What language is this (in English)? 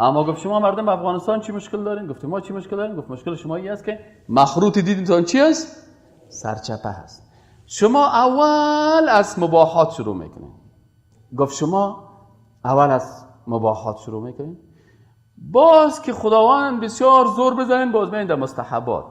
Persian